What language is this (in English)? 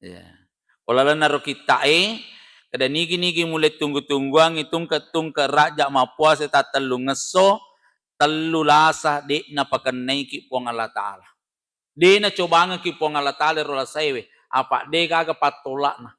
Buginese